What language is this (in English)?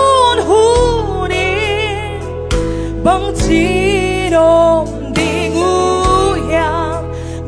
Tedim Chin